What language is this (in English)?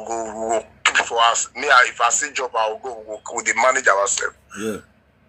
Nigerian Pidgin